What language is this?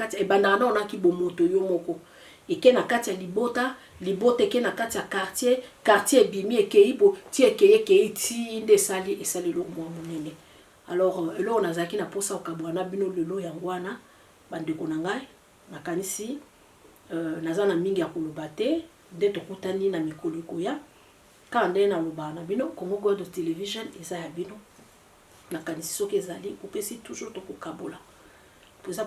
Lingala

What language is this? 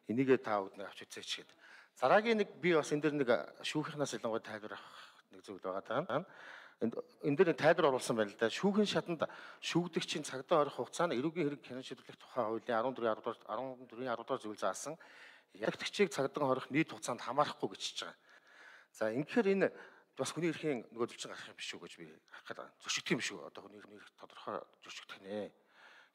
Mongolian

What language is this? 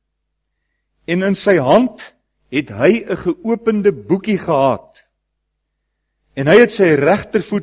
Afrikaans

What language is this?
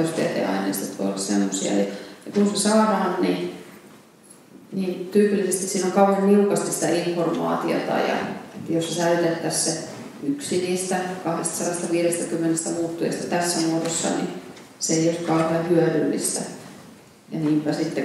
Finnish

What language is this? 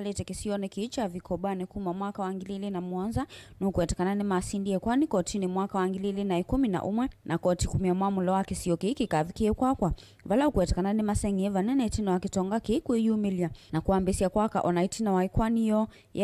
Kamba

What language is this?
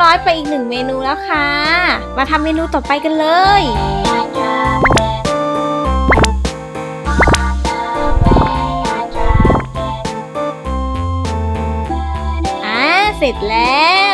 Thai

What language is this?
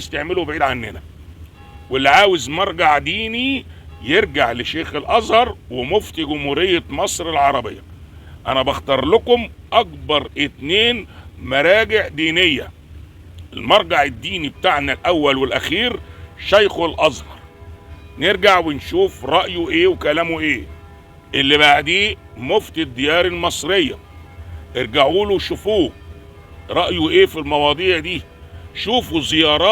Egyptian Arabic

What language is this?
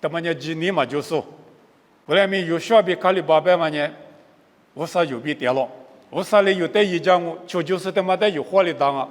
Lisu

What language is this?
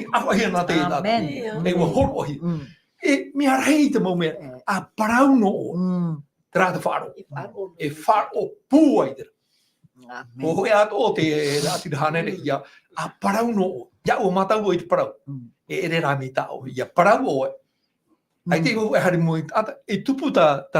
Tahitian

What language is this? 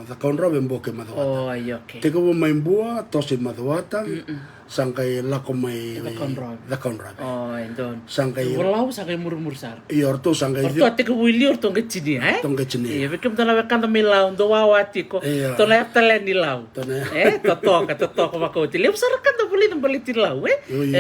Fijian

